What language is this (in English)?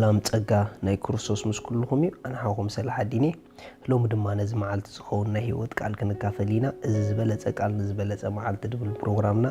Tigrinya